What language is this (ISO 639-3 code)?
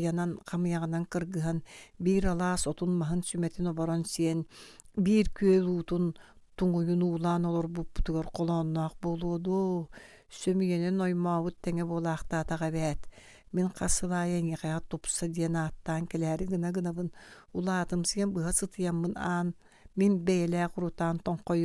sah